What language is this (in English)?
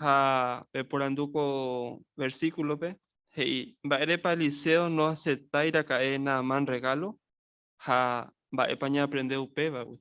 Guarani